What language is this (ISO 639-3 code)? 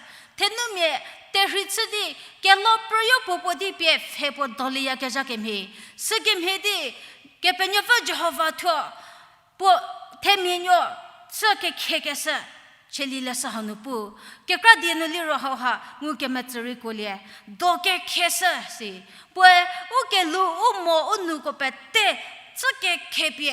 njm